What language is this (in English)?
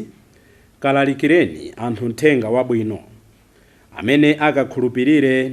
Nyanja